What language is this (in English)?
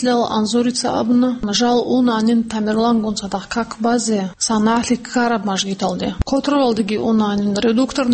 Avaric